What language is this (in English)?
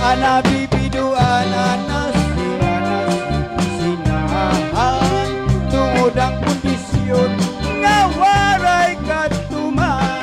Waray